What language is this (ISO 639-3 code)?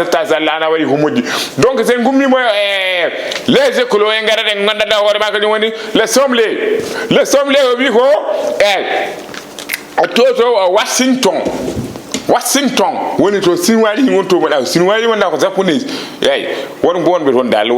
ful